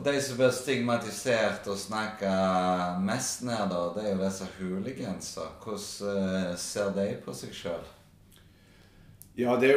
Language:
Norwegian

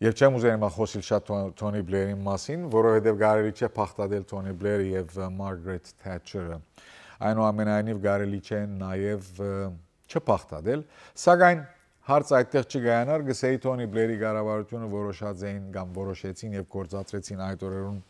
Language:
Western Armenian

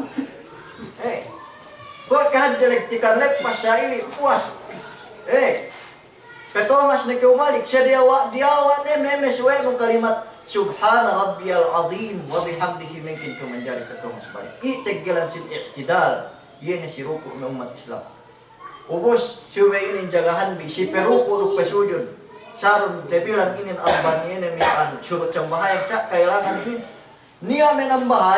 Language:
Yakan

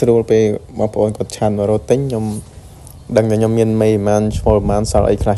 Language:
Khmer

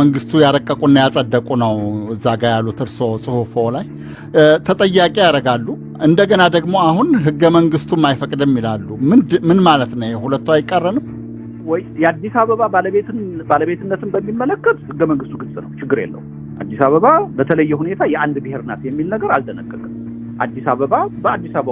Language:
Amharic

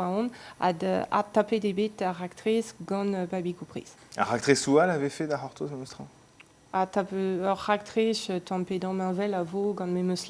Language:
Breton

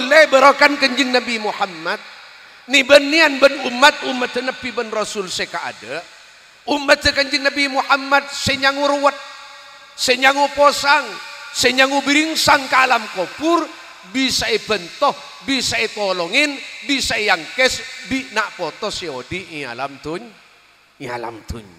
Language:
Madurese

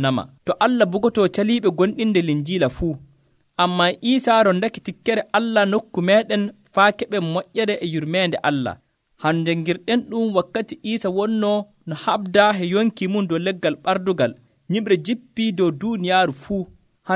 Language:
Nigerian Fulfulde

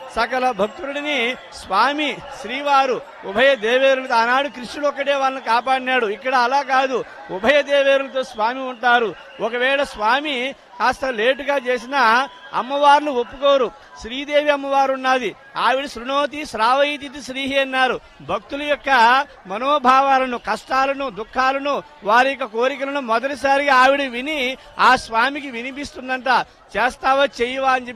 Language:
Telugu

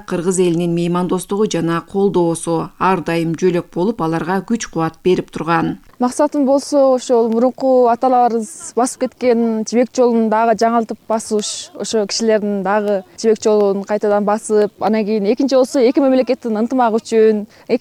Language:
Kyrgyz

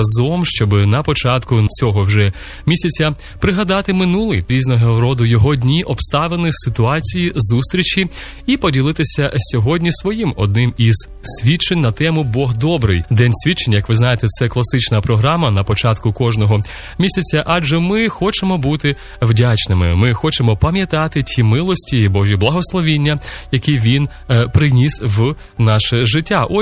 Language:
Ukrainian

